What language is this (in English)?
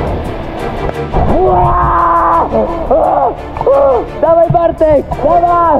Polish